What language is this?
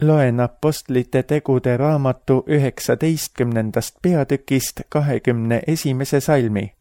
Estonian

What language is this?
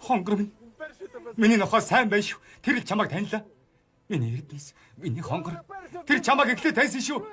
Mongolian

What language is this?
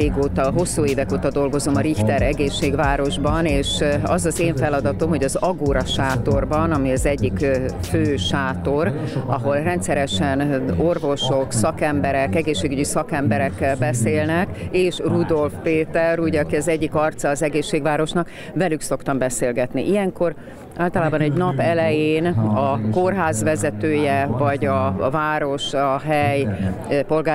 Hungarian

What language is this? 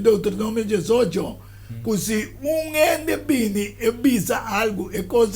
Papiamento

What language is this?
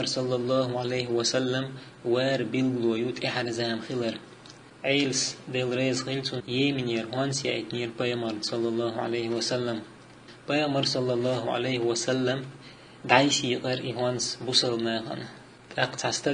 Chechen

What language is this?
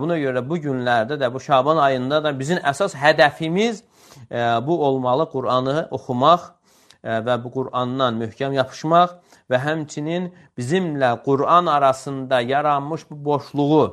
Azerbaijani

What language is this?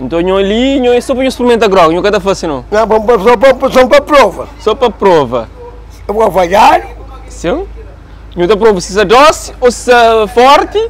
Kabuverdianu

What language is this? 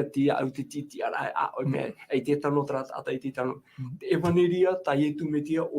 Tahitian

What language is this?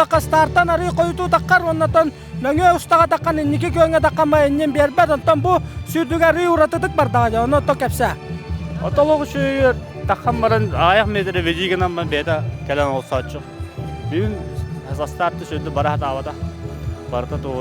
Yakut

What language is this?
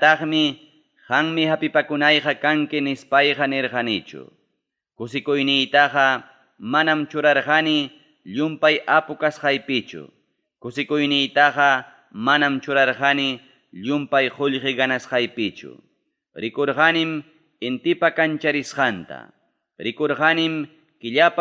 Ayacucho Quechua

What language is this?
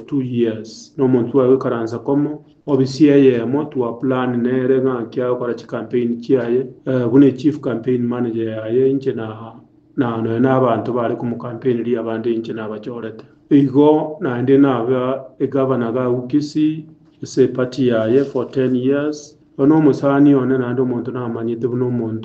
Gusii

